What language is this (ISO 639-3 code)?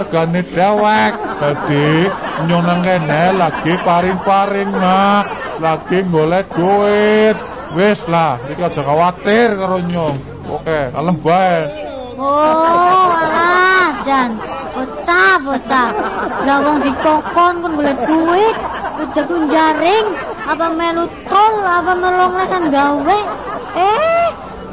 jav